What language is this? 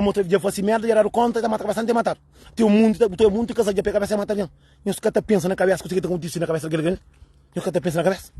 Kabuverdianu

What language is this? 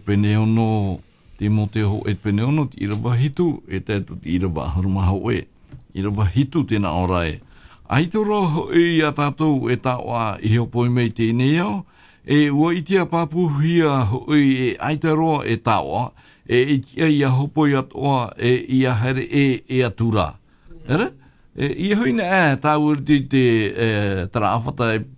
Tahitian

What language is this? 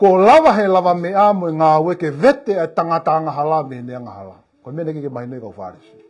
Tongan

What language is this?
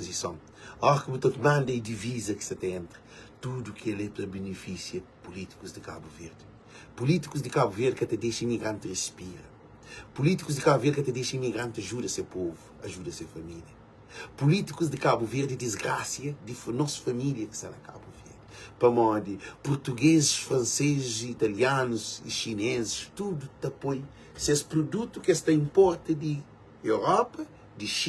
Kabuverdianu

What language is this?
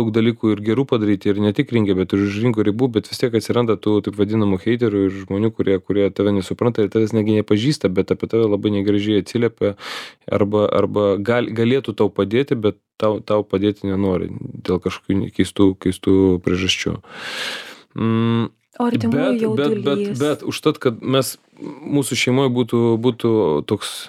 Lithuanian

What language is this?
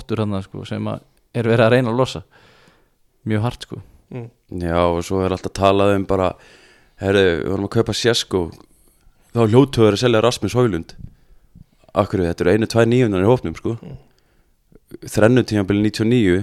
Icelandic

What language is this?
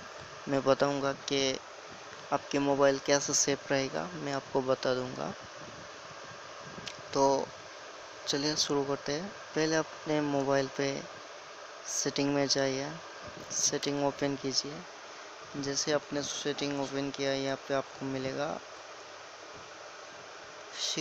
Hindi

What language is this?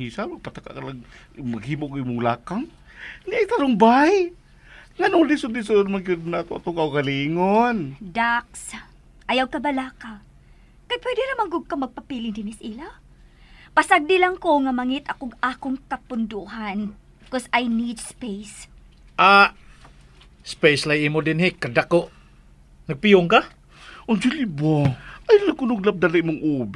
Cebuano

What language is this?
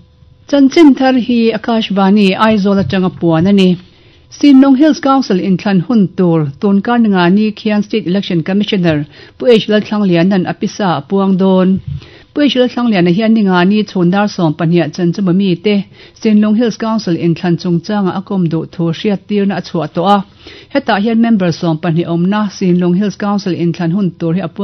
Mizo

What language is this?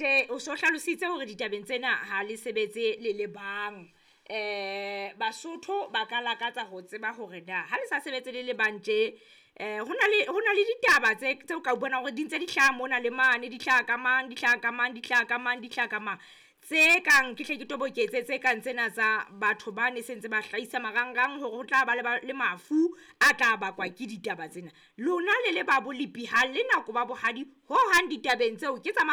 Southern Sotho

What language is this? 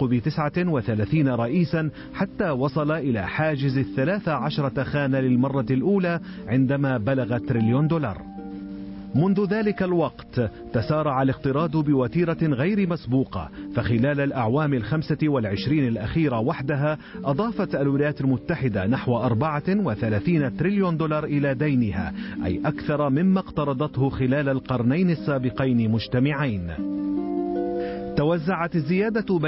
Arabic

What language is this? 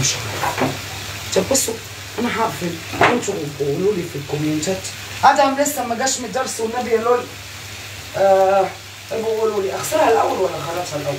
Egyptian Arabic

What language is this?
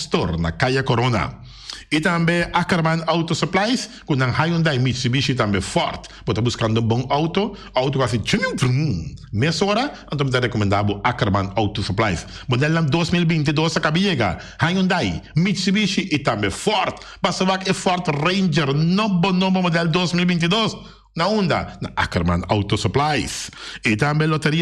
Papiamento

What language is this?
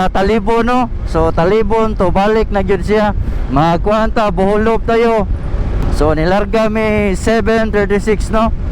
Cebuano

